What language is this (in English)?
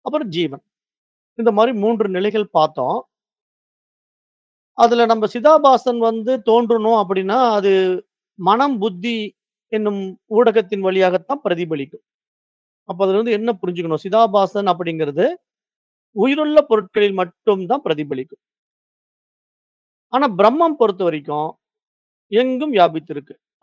Tamil